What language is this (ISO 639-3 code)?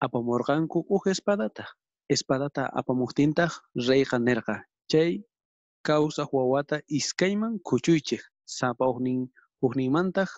quh